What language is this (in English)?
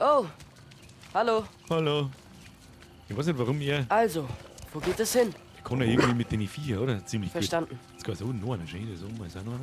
Bavarian